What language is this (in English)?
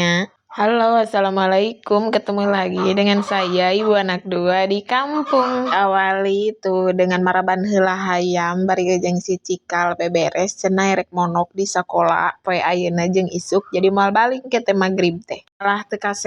Sundanese